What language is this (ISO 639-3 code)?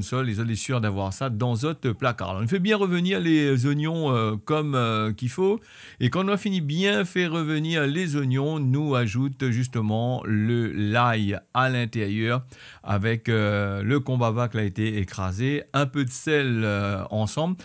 rcf